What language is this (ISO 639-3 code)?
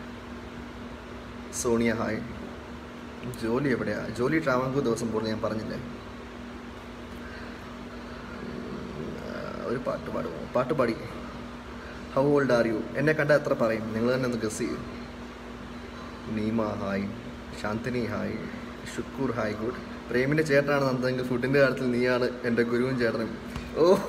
mal